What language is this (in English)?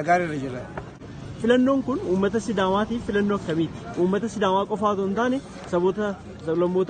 Oromo